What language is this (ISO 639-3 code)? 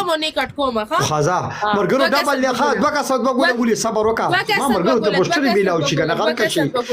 pus